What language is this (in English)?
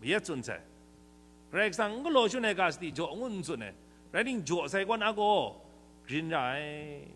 Kachin